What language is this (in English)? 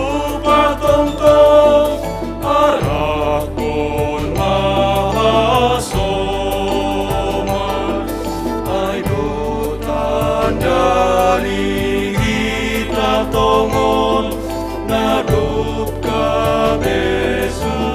Batak Simalungun